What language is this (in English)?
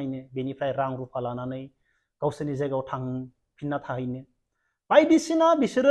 Bodo